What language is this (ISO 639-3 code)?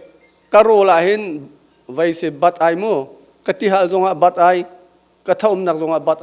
cnh